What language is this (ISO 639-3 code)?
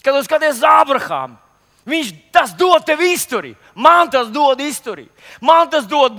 lav